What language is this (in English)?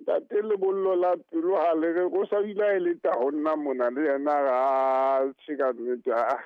Southern Sotho